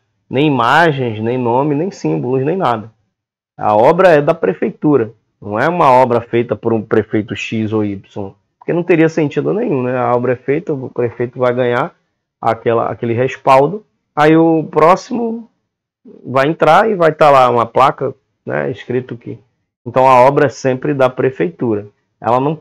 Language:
Portuguese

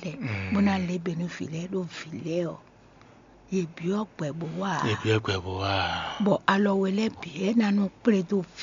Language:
Fon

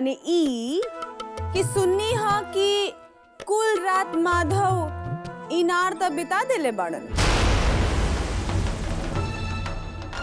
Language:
Bhojpuri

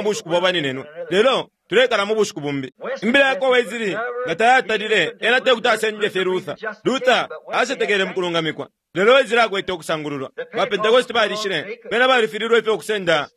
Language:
Bemba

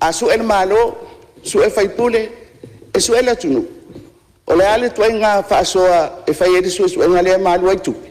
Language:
Samoan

